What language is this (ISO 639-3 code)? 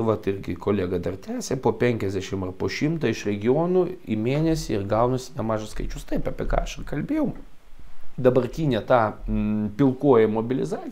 lit